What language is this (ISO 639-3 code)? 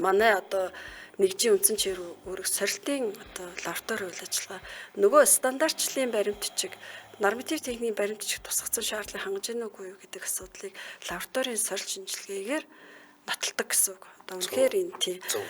mon